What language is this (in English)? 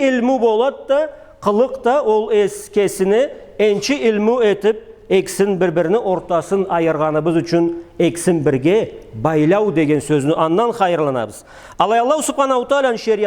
Karachay-Balkar